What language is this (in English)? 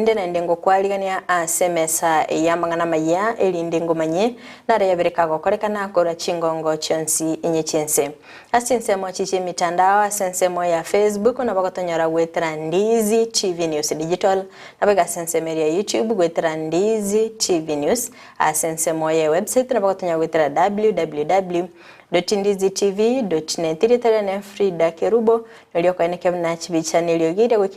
Gusii